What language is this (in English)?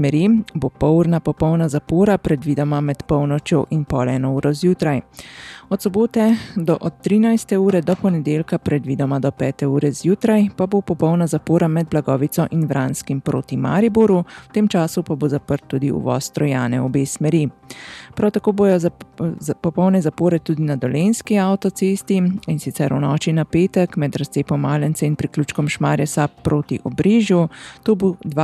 Slovenian